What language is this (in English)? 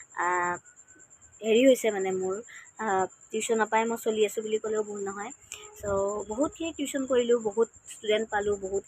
Assamese